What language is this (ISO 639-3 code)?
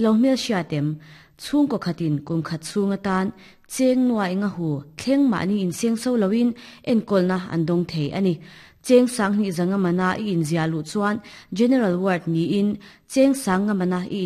lus